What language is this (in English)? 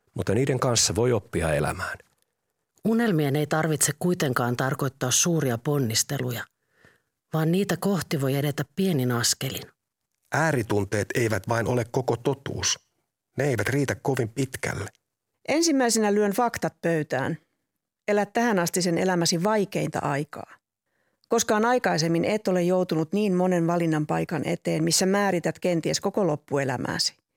Finnish